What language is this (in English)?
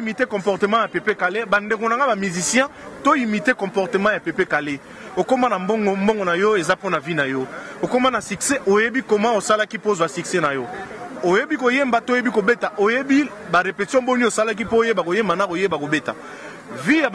Lingala